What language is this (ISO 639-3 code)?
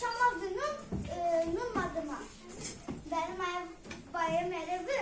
zza